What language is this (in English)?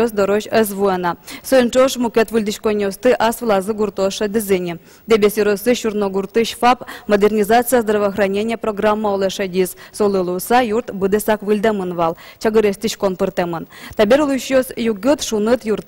Udmurt